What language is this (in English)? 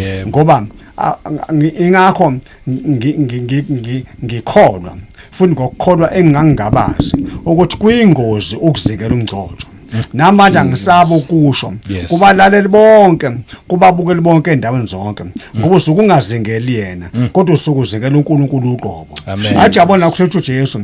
Zulu